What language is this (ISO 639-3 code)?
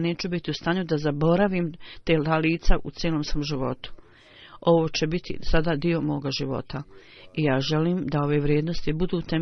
bos